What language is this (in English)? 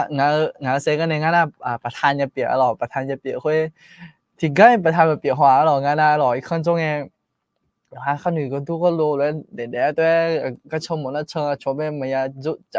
Akha